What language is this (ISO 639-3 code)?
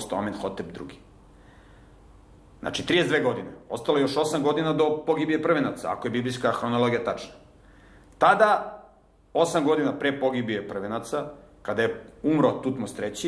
srp